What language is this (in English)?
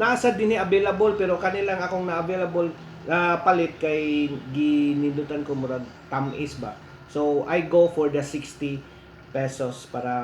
Cebuano